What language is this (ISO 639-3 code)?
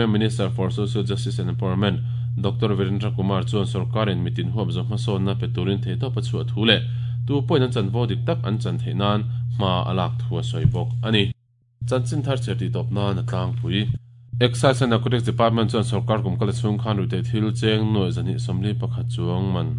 lus